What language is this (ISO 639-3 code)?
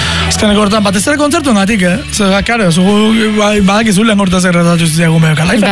eus